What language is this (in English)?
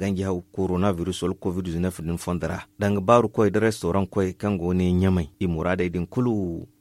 Zarma